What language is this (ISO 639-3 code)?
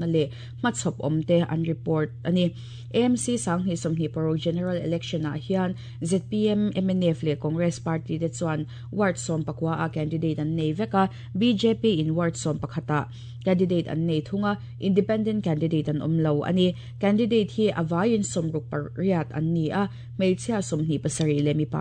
lus